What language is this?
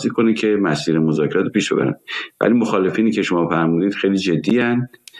Persian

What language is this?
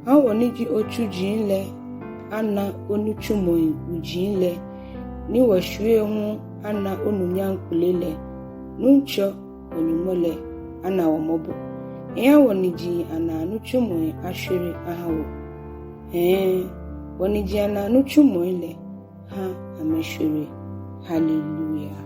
Ga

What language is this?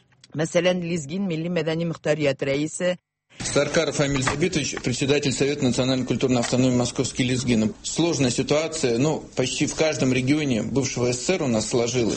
Tatar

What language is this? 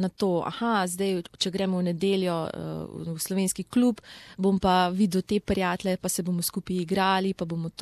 Slovenian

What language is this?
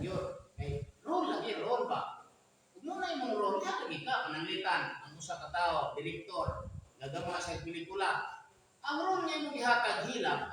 Cebuano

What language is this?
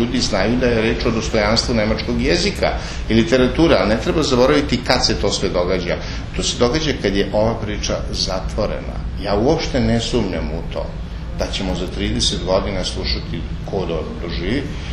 Serbian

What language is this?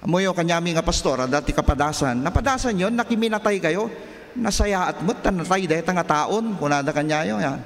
Iloko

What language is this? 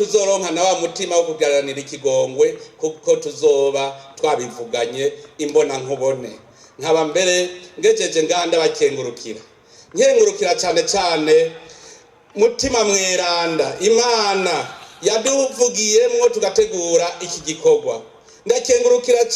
Rundi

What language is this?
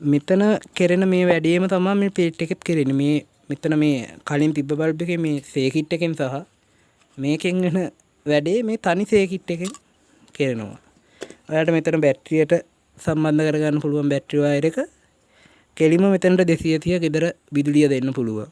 Sinhala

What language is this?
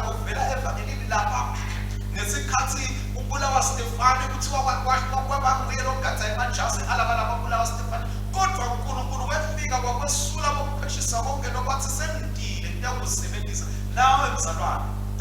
Swati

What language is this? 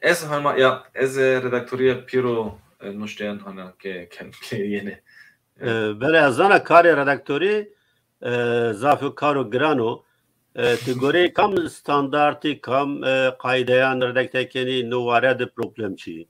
Zaza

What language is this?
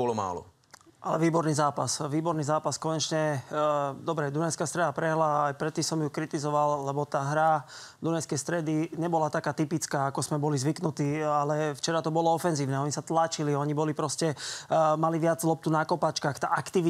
Slovak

